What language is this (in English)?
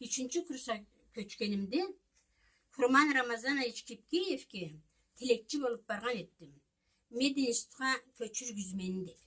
Karachay-Balkar